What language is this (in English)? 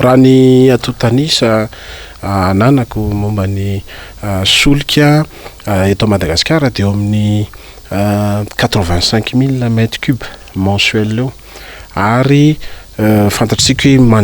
Malagasy